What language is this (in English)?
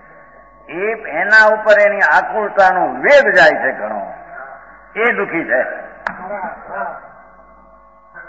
Gujarati